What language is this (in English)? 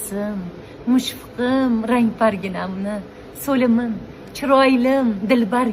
Uzbek